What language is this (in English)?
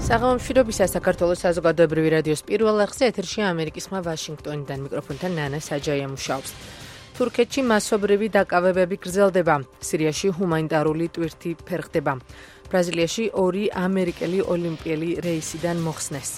Georgian